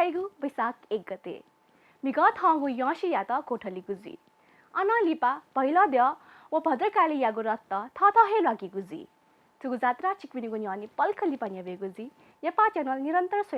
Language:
Newari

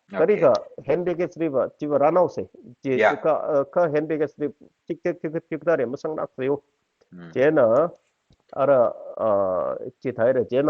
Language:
Tangkhul Naga (India)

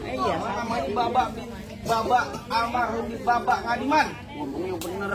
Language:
Betawi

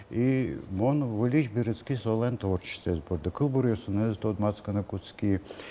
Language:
Udmurt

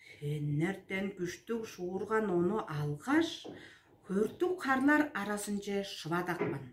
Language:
Tuvinian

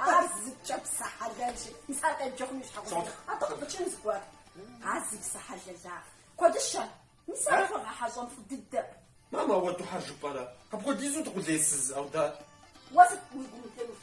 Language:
Kabardian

